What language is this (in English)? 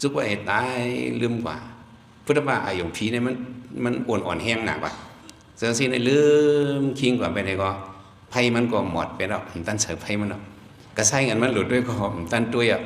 Shan